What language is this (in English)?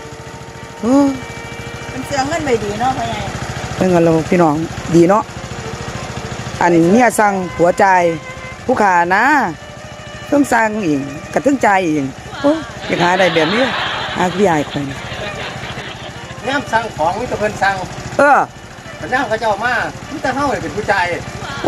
Lao